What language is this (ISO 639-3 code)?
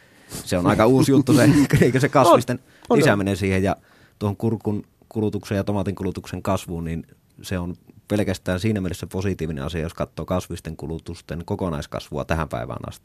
fin